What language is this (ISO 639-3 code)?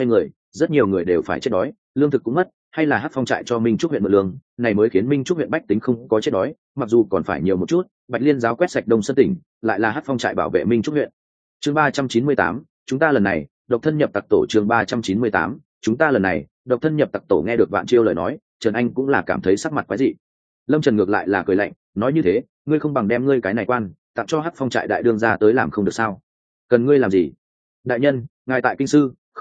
vie